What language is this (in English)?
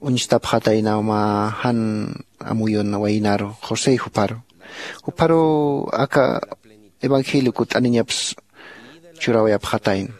Aymara